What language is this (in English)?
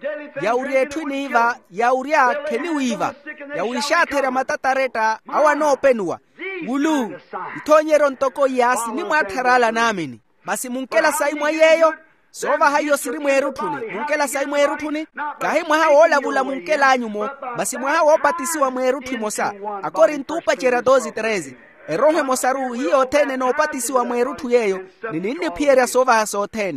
Makhuwa